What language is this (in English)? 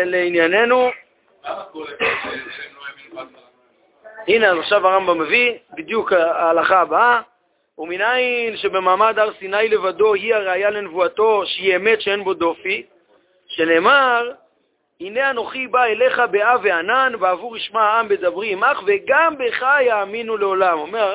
Hebrew